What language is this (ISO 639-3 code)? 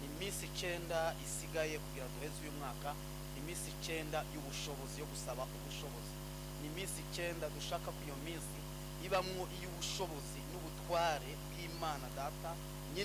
run